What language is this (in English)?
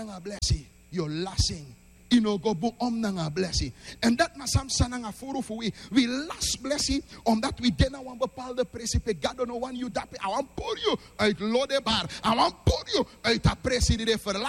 Sranan Tongo